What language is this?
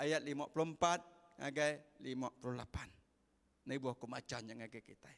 Iban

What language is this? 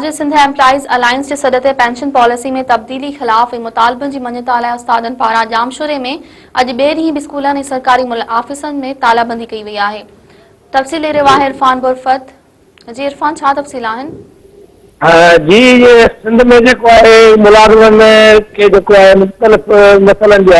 Sindhi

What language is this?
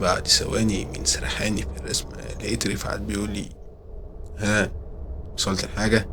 Egyptian Arabic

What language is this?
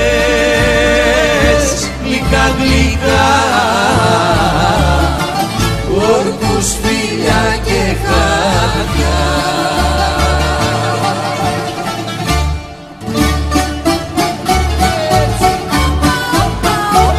Greek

